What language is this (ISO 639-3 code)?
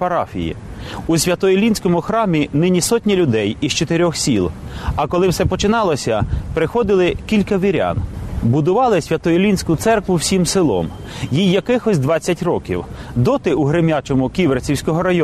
ukr